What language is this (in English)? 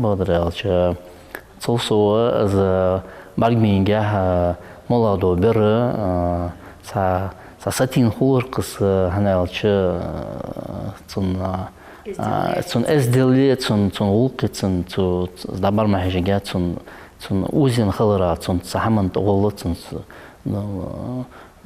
Ingush